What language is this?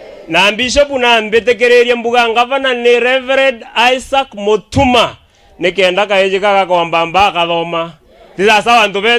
Meru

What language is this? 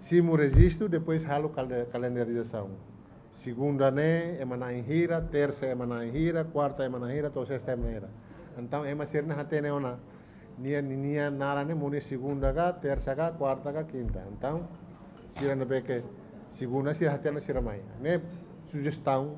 Tetum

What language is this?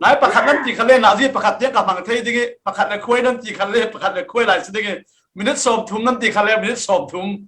Falam Chin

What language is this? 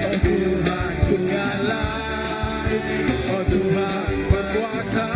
Iban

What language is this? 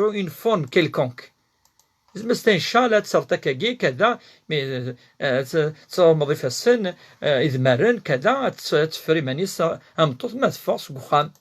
Kabyle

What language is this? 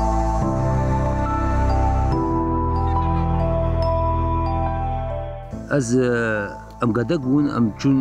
Persian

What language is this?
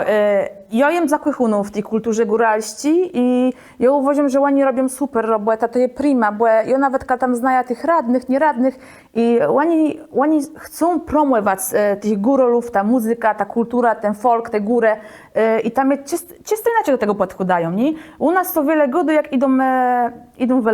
Kashubian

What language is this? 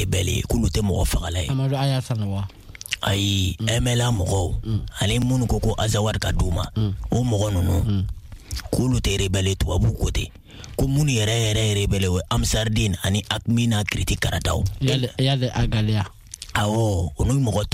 Bambara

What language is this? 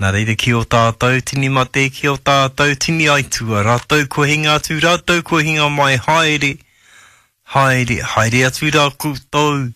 Māori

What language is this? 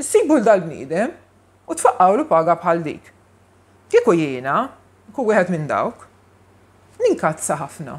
Maltese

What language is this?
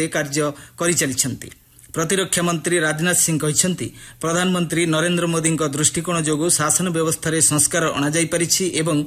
Odia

